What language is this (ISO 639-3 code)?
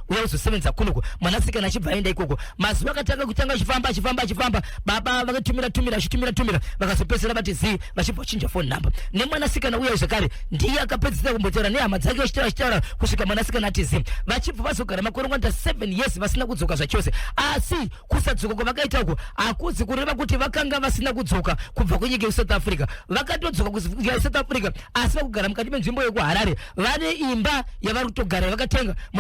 sna